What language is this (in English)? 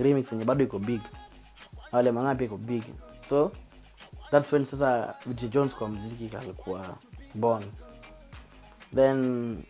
Swahili